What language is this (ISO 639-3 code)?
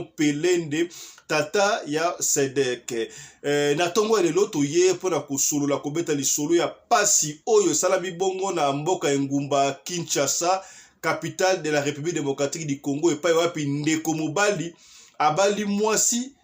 lin